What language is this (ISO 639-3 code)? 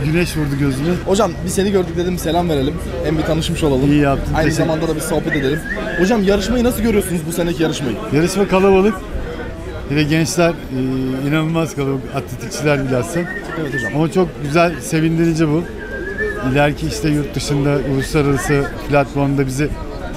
tur